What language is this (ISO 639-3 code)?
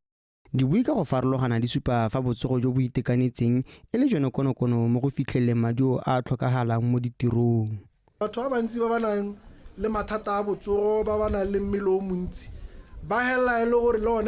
tsn